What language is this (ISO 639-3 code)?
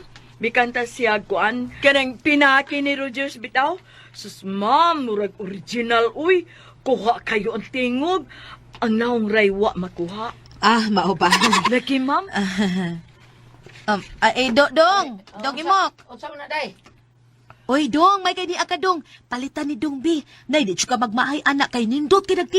ceb